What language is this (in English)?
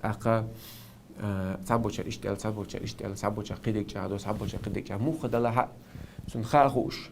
Chechen